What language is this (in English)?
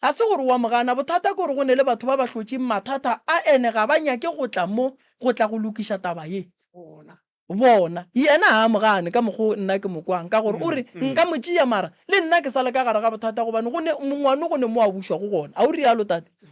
Northern Sotho